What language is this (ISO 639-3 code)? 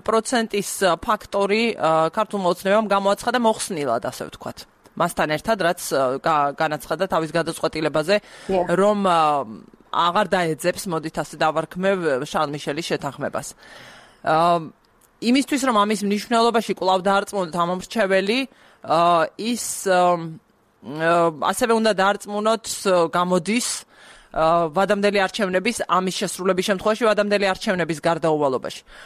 kat